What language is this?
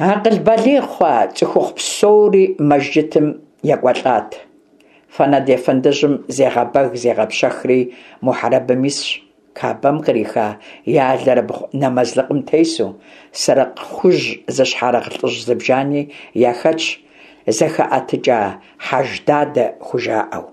Kabardian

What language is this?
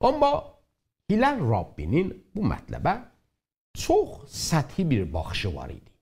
South Azerbaijani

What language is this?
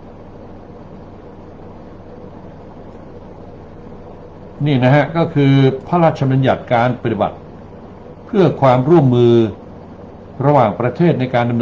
Thai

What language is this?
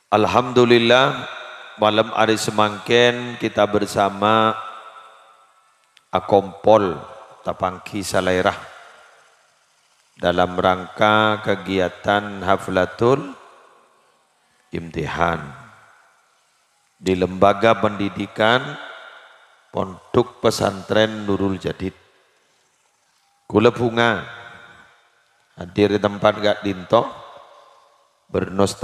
Madurese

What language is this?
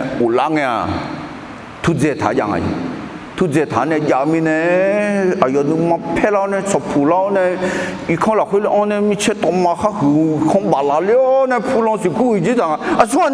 Akha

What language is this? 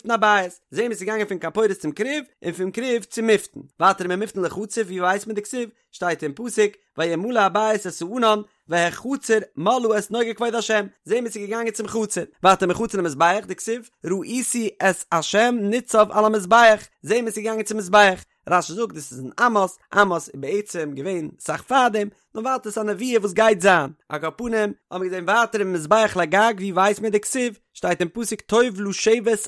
Yiddish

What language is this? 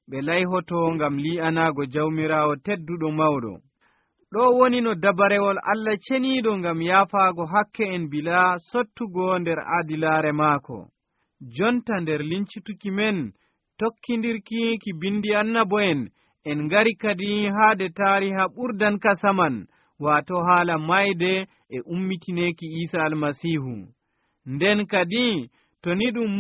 Nigerian Fulfulde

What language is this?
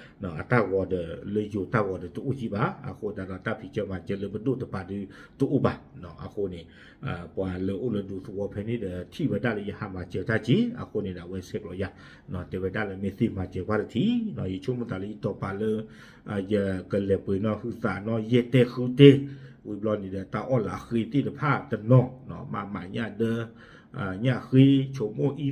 S'gaw Karen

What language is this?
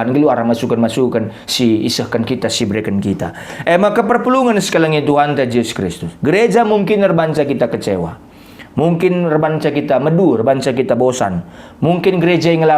Batak Karo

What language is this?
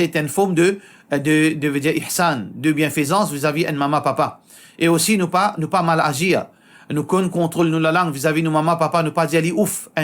Morisyen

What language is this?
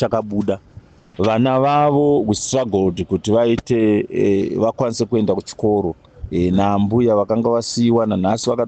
Shona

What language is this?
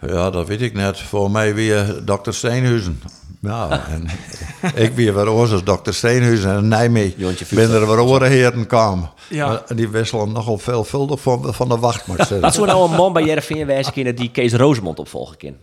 Western Frisian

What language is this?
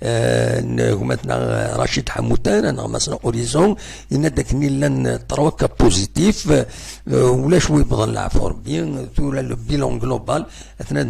Kabyle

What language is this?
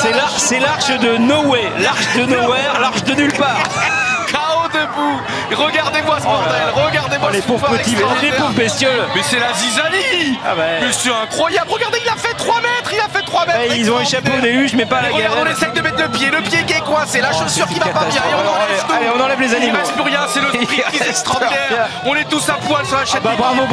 French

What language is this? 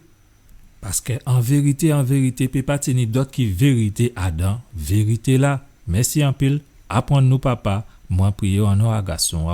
Guadeloupean Creole French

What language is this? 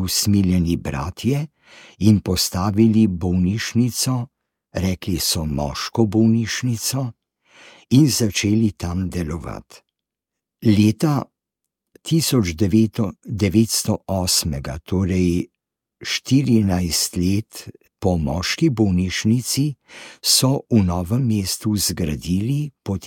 Slovenian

